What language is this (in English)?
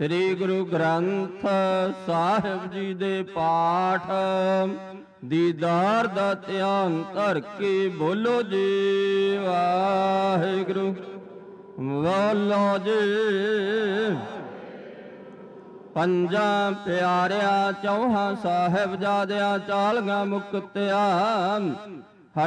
Punjabi